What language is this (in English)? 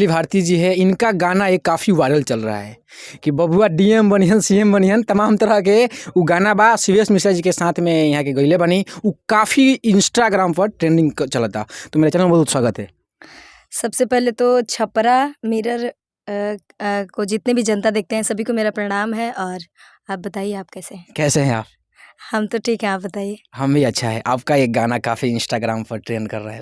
Bhojpuri